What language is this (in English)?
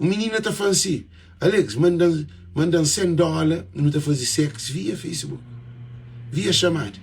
Kabuverdianu